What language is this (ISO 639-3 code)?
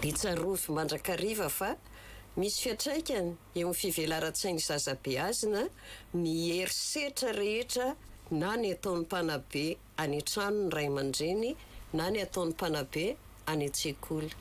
mlg